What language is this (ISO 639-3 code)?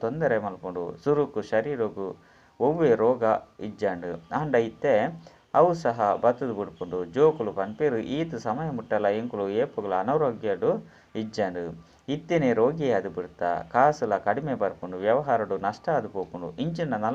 tcy